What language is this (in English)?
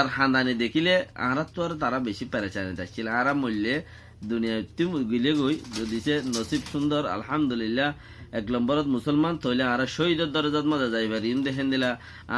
Rohingya